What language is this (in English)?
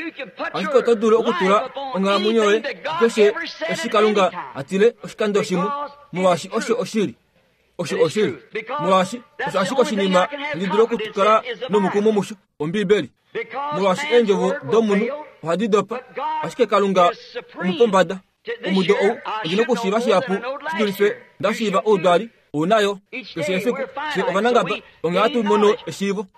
Kuanyama